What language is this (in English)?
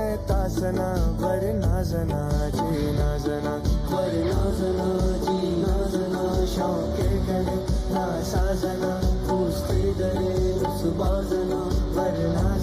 Brahui